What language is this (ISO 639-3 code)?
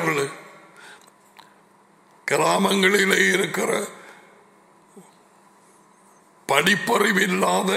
tam